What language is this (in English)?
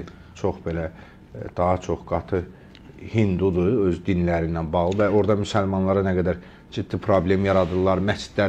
Azerbaijani